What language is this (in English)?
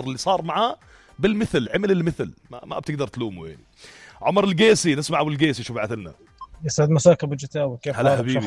North Levantine Arabic